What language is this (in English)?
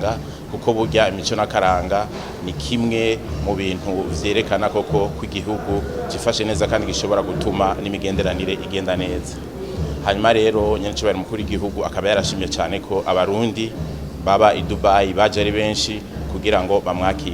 Rundi